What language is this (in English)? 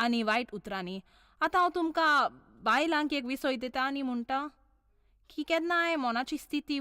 Konkani